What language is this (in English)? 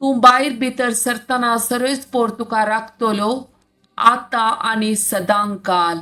Konkani